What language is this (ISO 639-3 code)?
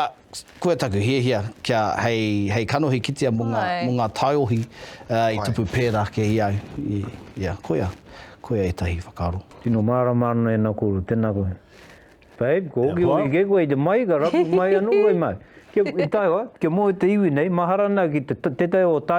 mri